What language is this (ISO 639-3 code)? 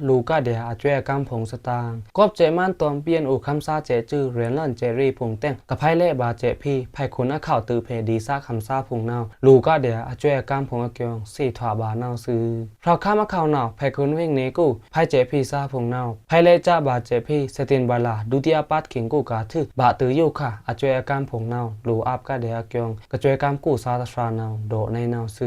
blk